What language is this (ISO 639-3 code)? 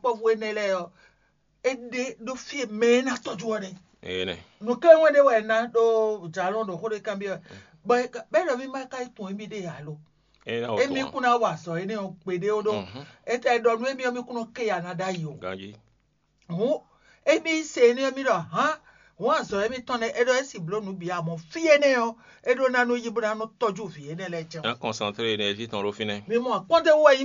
fon